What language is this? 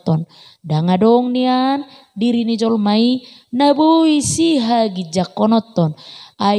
Batak Toba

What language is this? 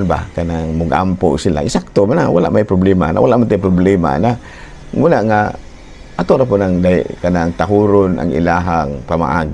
Cebuano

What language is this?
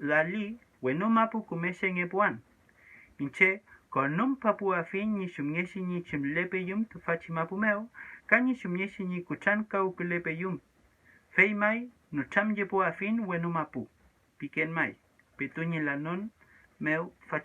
Mapuche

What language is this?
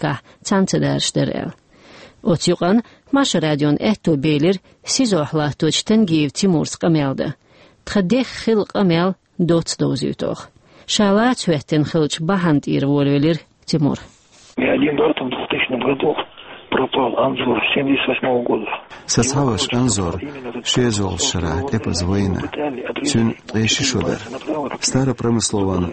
Chechen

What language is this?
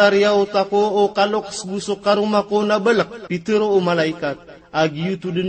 Maranao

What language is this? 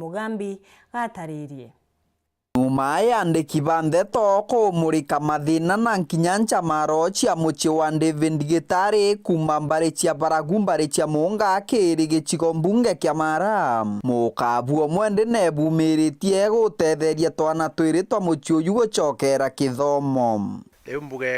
Meru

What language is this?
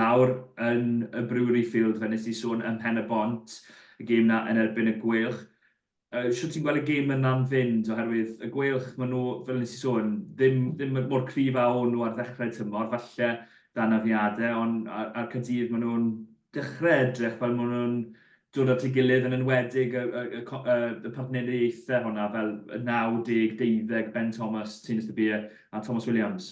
Welsh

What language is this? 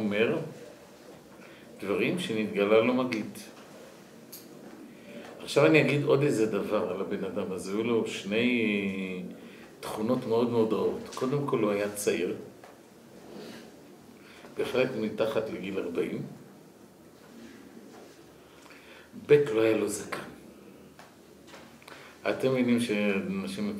Hebrew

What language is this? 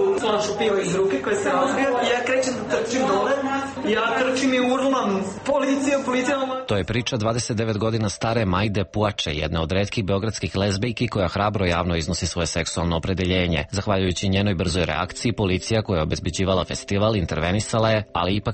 Serbian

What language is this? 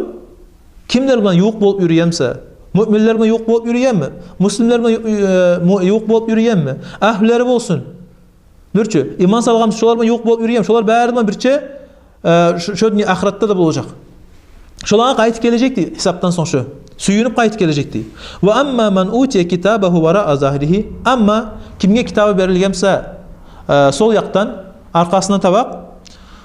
Kumyk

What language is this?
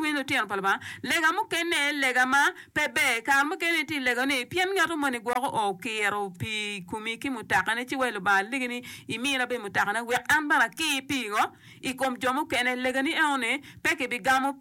Acoli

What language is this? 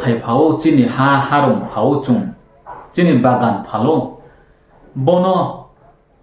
Riang (India)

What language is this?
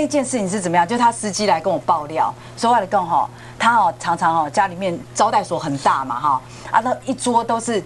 Chinese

